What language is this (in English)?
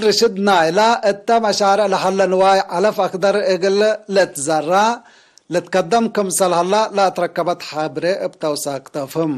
Tigre